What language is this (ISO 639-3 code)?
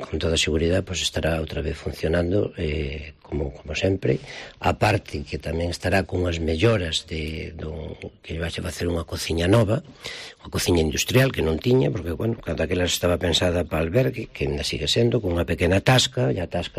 glg